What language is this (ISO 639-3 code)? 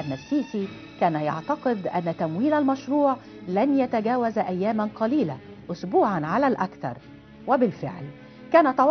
ara